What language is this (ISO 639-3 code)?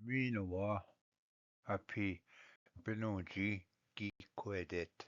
oji